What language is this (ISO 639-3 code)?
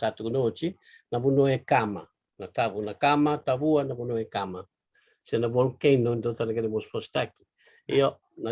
fij